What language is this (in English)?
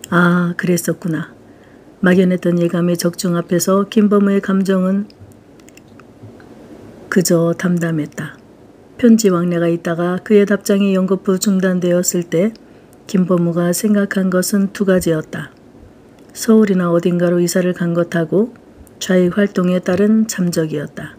Korean